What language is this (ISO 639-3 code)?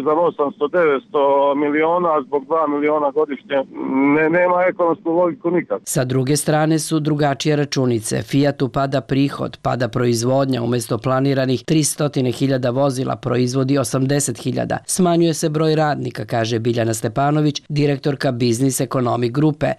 srp